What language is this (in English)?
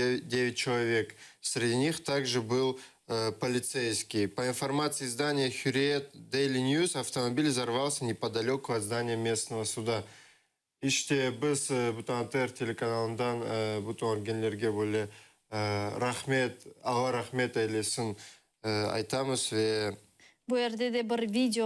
Crimean Tatar